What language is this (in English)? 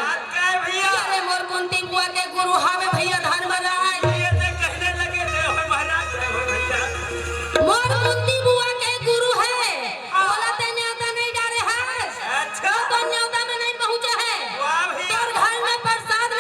Chhattisgarhi